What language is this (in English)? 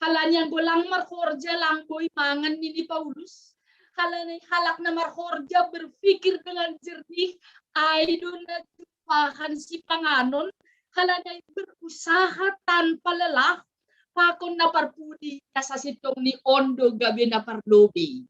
Batak Simalungun